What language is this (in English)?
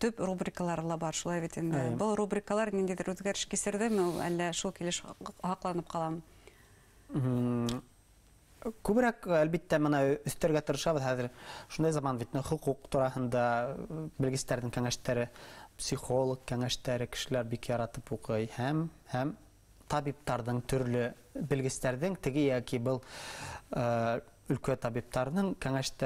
Bashkir